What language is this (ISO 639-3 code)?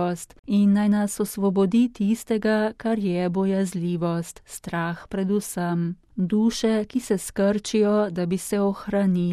slv